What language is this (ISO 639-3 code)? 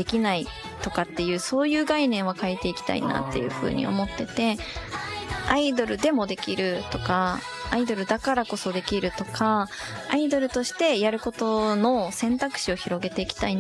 jpn